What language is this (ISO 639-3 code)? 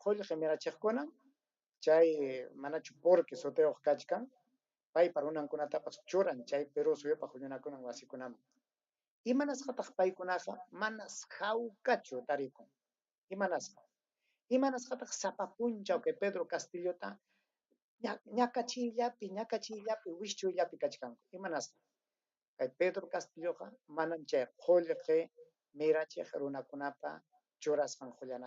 quy